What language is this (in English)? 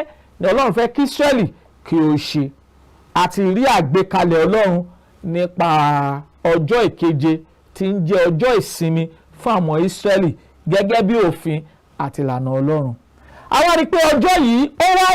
Yoruba